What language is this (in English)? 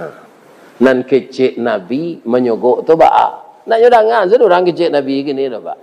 Minangkabau